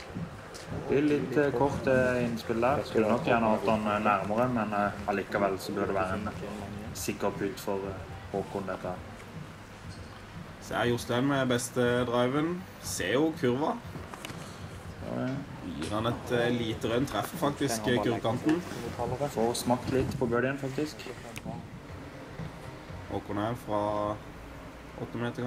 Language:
Norwegian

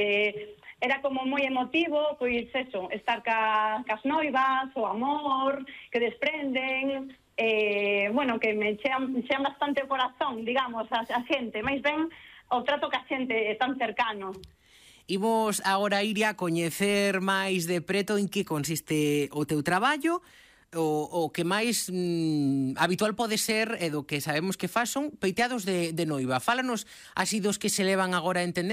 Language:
Galician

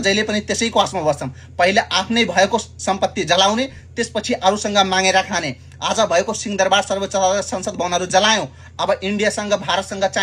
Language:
Nepali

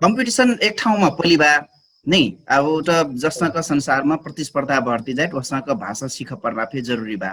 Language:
Dangaura Tharu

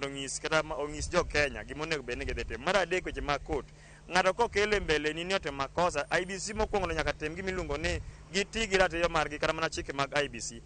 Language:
Luo (Kenya and Tanzania)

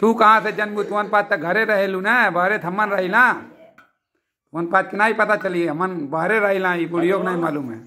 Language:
Bhojpuri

